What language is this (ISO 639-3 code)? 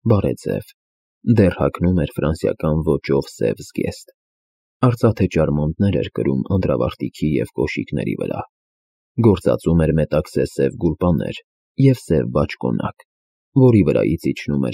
hye